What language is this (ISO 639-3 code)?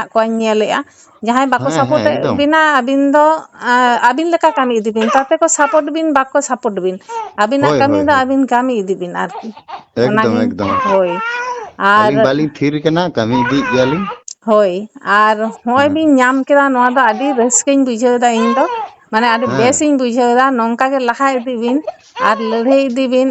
sat